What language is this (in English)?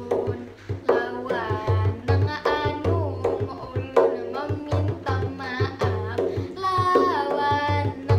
Banjar